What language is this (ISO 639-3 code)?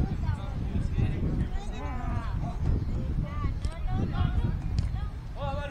spa